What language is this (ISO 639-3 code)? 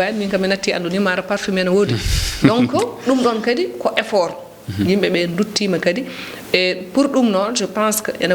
ful